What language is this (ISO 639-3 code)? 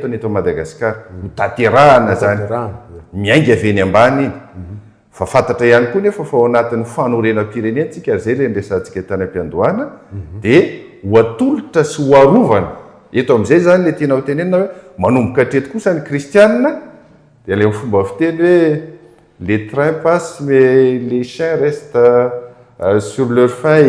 mlg